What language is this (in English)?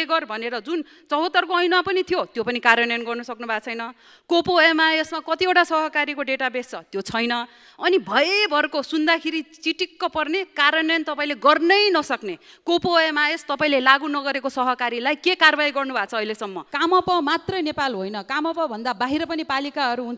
Nepali